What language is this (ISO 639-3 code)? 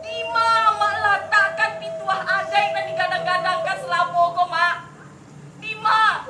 min